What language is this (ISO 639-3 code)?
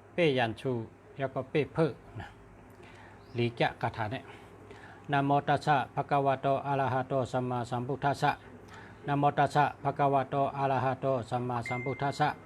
shn